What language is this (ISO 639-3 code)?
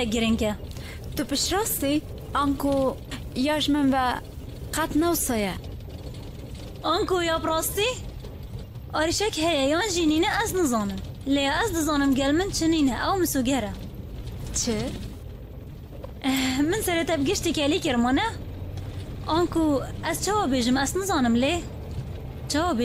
kur